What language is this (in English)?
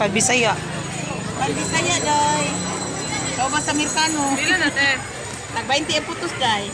Cebuano